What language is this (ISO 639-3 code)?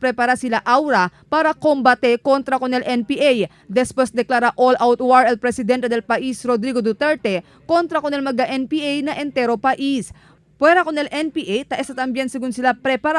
cbk